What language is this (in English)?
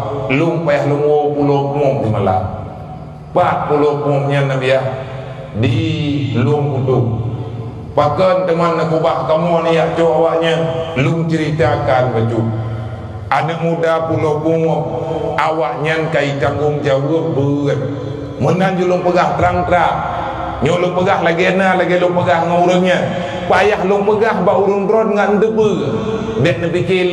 Achinese